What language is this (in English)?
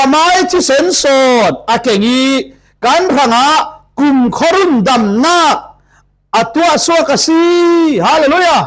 Falam Chin